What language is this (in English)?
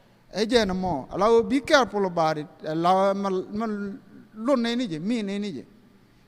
Nuer